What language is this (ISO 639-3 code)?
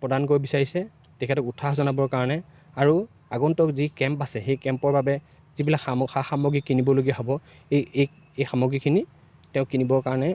asm